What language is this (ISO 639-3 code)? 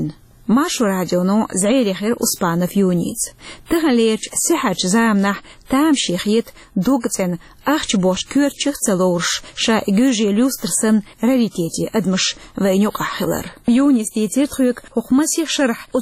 che